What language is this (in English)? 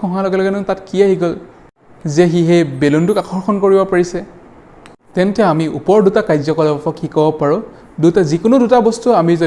Assamese